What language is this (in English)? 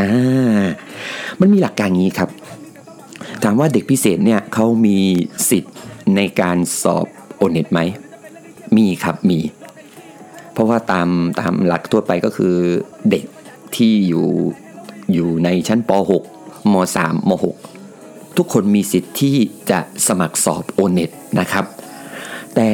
Thai